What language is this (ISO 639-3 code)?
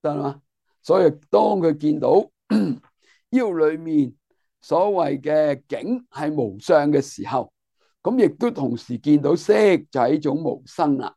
yue